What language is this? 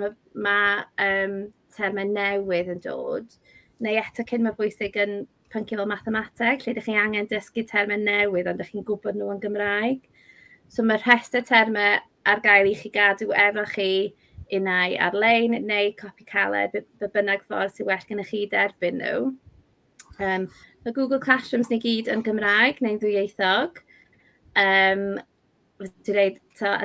Welsh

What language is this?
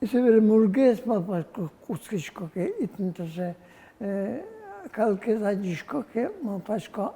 Udmurt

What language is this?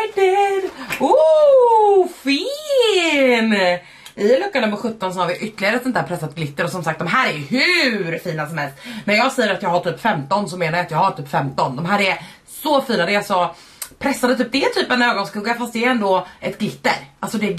Swedish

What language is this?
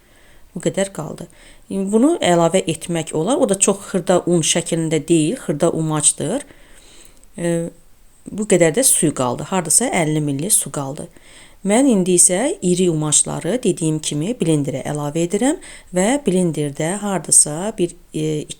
Azerbaijani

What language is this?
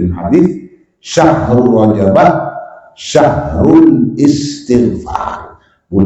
Madurese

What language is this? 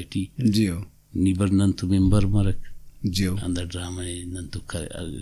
Brahui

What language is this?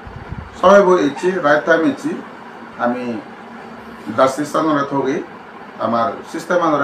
Chakma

